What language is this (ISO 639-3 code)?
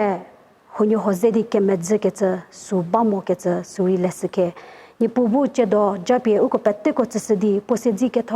njm